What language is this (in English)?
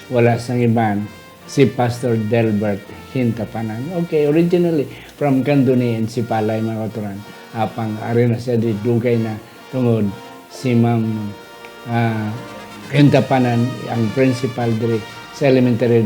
Hiligaynon